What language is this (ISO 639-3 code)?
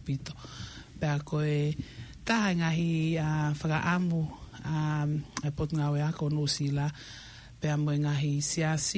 ton